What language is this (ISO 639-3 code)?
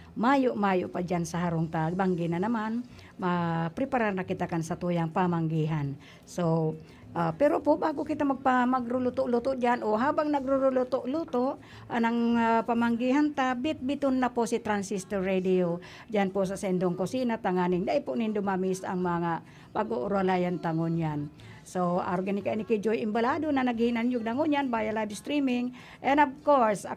bik